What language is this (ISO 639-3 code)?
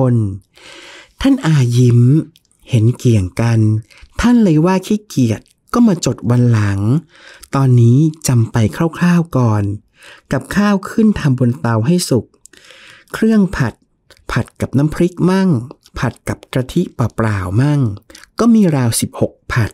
tha